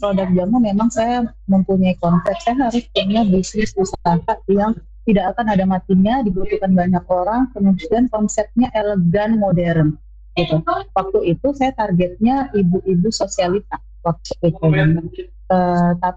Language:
Indonesian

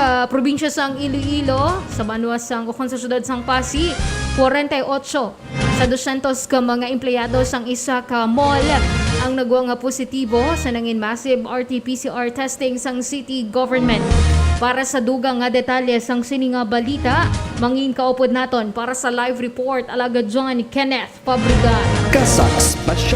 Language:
Hiligaynon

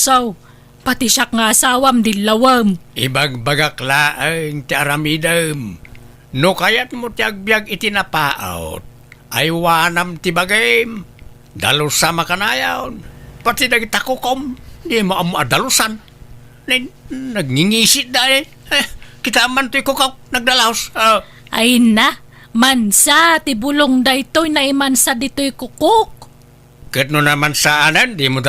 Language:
Iloko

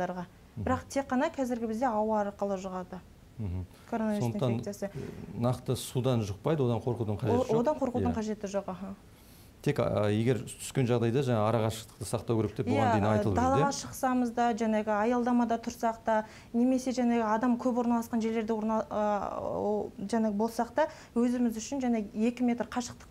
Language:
Kazakh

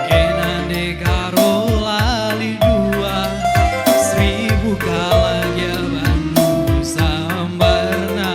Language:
Batak Karo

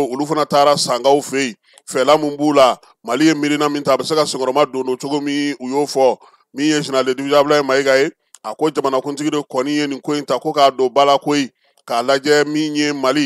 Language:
Bambara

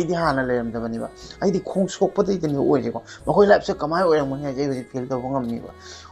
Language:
Manipuri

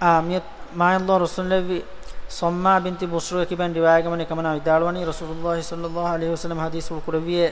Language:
Divehi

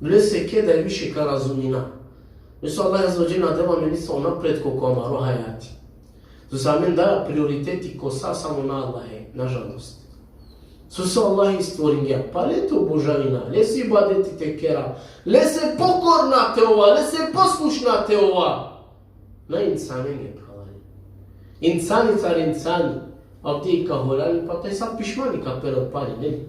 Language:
Balkan Romani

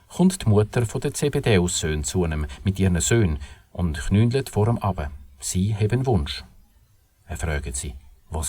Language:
Swiss German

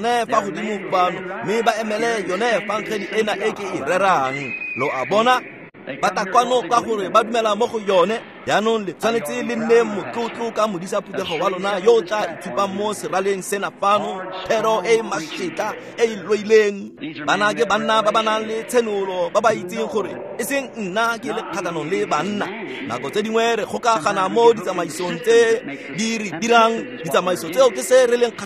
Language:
Tswana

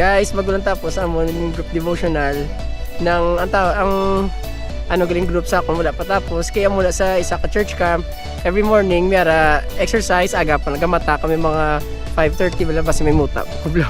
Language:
Hiligaynon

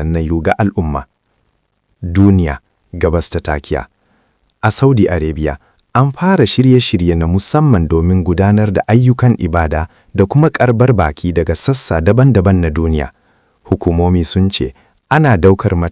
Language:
Hausa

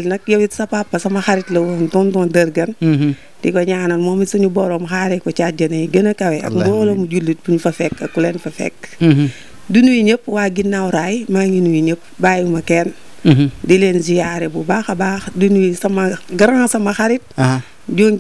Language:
Wolof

